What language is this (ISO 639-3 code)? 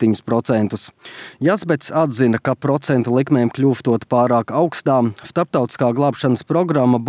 lav